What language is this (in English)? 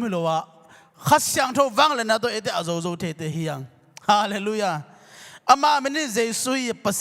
Tedim Chin